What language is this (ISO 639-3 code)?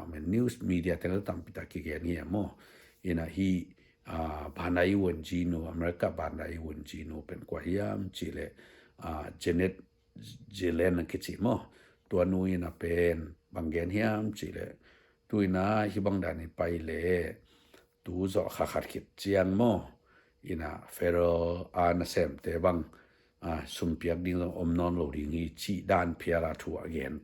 ctd